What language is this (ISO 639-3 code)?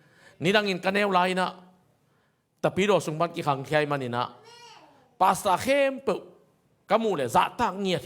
ctd